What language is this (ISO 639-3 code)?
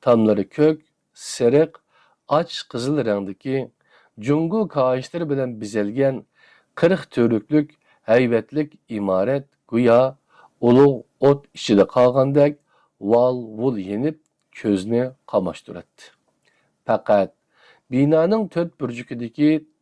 uig